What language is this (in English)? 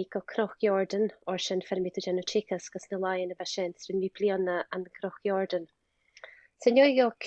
Scottish Gaelic